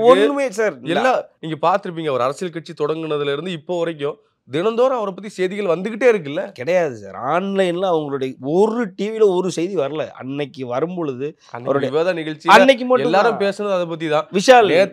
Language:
Tamil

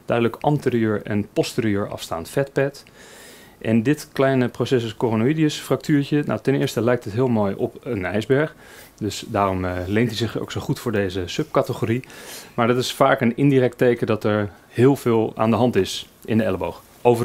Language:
Dutch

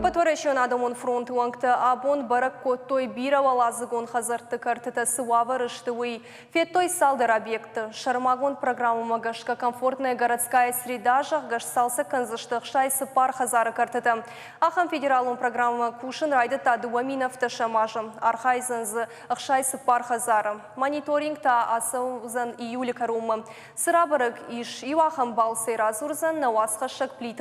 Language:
Ossetic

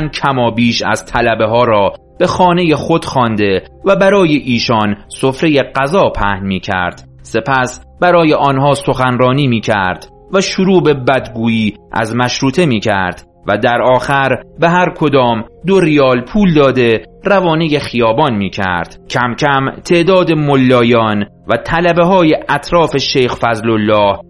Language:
Persian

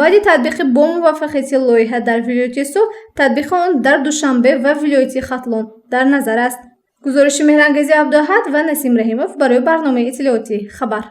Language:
Tajik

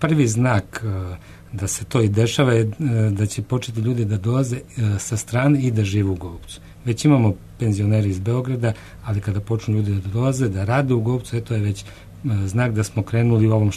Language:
Serbian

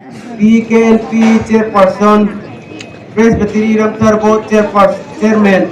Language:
Hmar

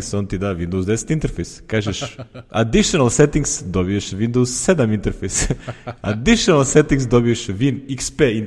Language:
Serbian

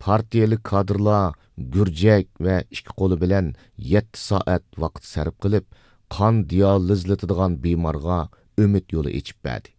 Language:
Uyghur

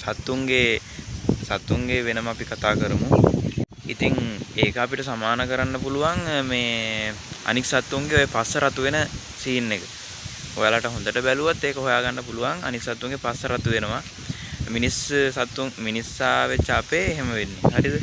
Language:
Sinhala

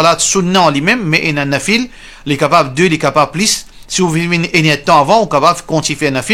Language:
Morisyen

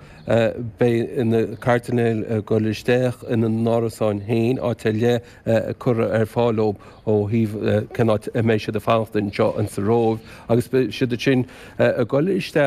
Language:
Irish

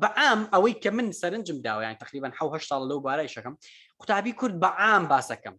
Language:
Central Kurdish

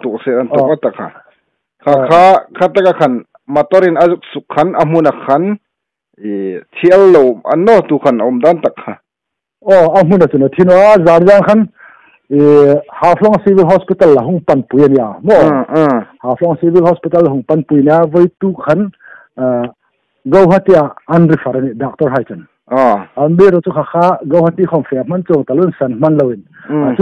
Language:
Hmar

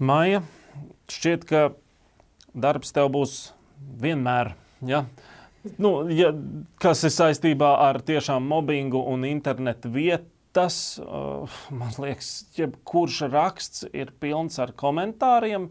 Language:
Latvian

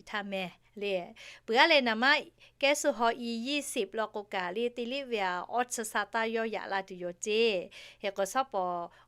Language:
Lahu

